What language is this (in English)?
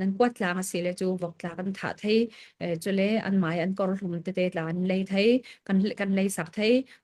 Falam Chin